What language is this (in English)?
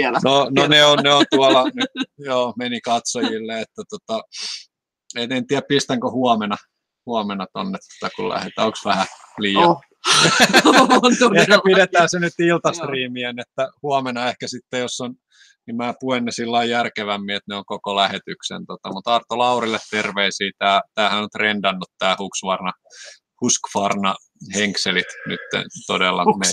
Finnish